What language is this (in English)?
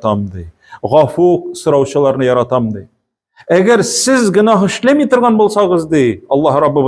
Tatar